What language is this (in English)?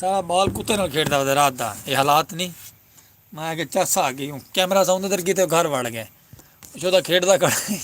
Saraiki